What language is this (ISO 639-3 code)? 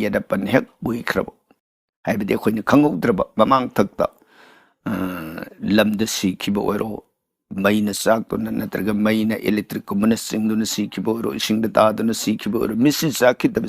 mni